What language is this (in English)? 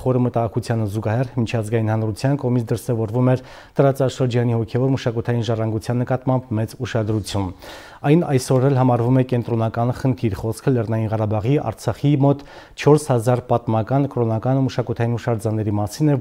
Armenian